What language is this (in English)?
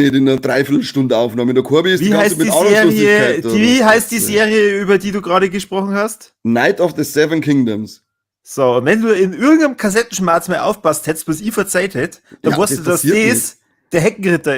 Bavarian